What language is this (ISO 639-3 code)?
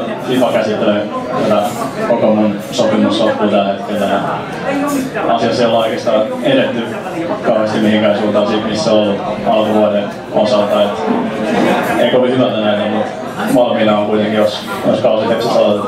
fin